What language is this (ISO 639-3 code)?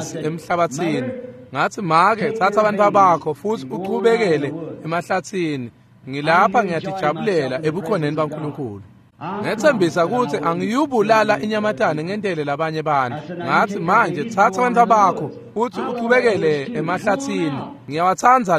ssw